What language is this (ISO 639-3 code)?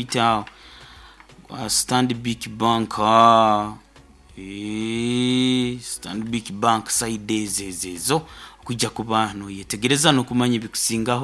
nyo